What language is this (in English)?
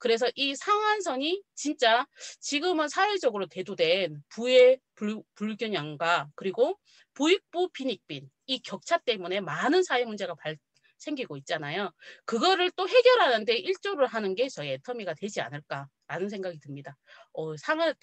Korean